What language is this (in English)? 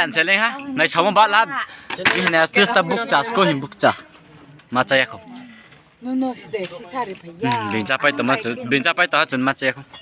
Riang (India)